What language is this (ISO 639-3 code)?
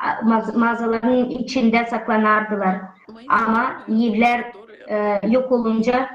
gag